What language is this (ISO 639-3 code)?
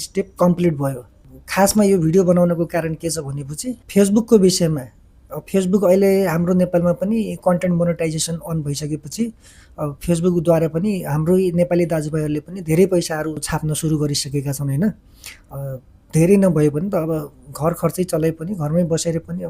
nep